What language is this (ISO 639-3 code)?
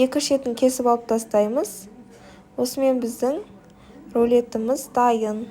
kaz